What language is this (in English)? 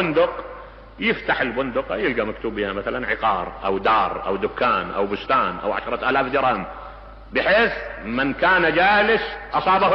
Mesopotamian Arabic